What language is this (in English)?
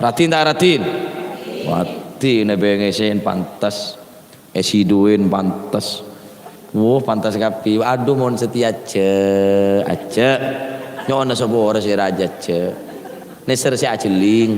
Madurese